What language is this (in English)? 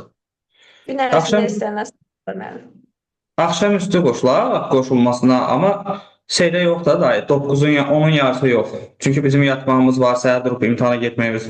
Azerbaijani